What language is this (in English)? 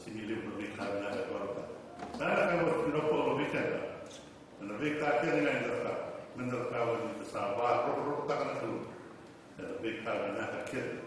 Fijian